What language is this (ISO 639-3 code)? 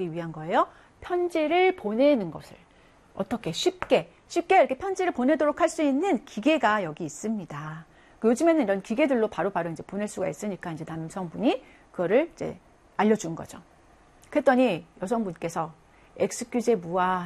kor